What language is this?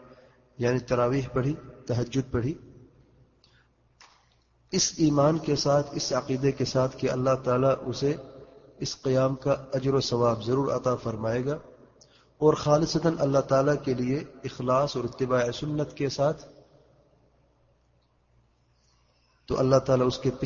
Urdu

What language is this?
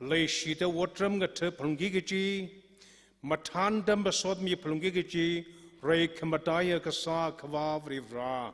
Tangkhul Naga (India)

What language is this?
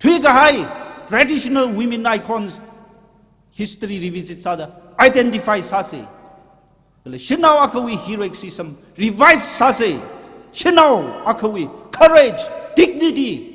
Tangkhul Naga (India)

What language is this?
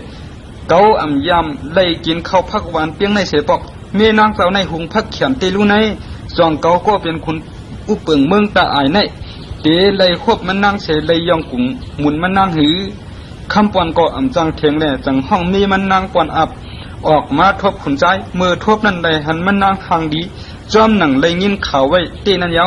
Shan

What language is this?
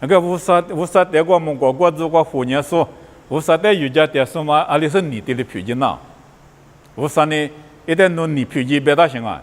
Lisu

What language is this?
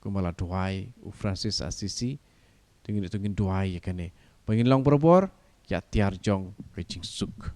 Khasi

